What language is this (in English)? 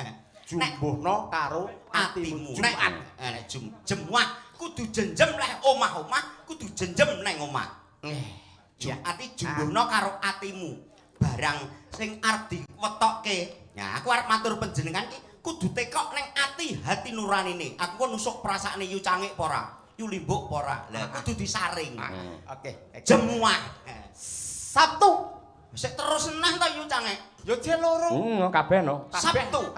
Javanese